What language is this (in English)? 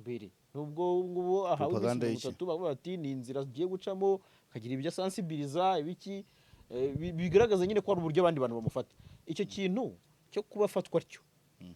Kinyarwanda